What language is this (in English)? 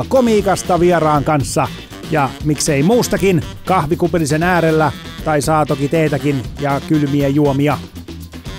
Finnish